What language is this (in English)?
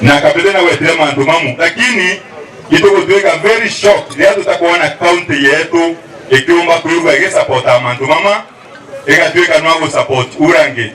Meru